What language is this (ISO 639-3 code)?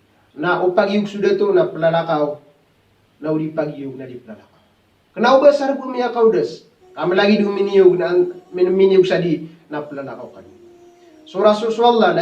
mrw